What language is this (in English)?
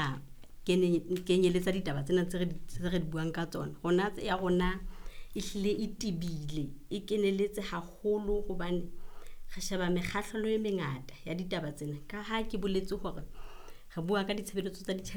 Southern Sotho